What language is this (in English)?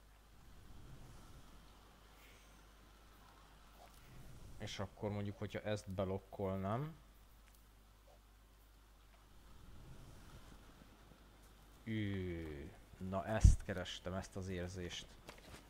Hungarian